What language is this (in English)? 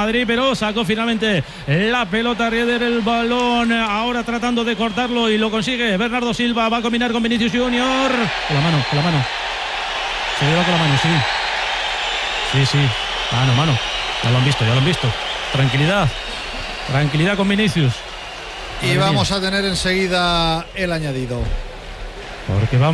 Spanish